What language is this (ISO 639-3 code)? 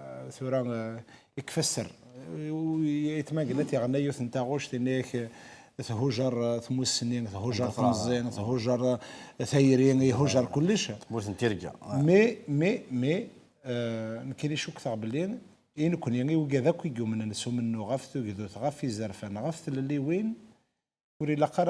kab